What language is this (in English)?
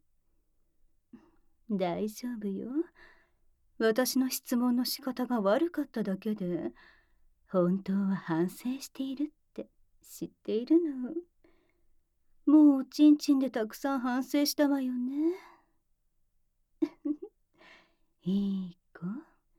Japanese